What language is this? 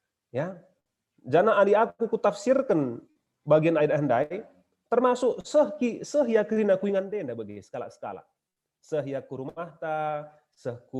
Batak Karo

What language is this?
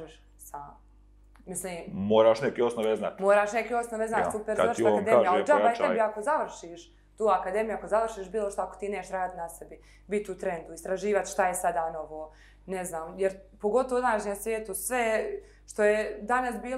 Bosnian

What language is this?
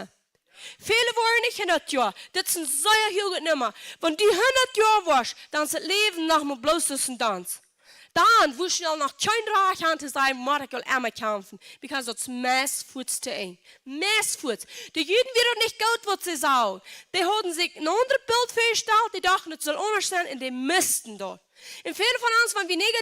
Plautdietsch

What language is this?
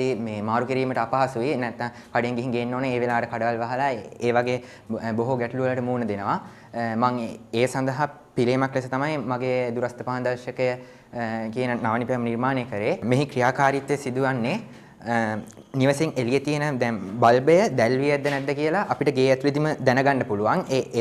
Sinhala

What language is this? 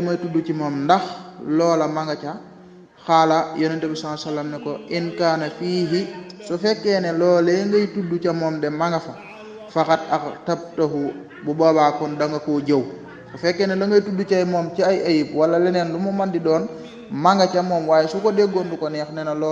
Wolof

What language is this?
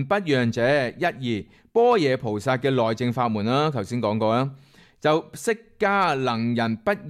Cantonese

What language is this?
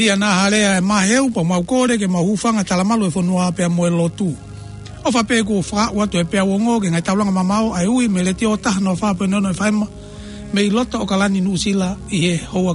Tongan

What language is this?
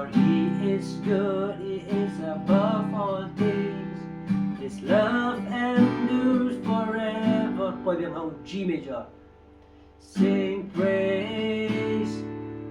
Khasi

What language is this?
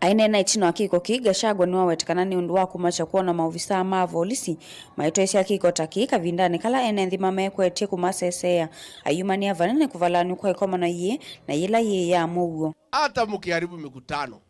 Kamba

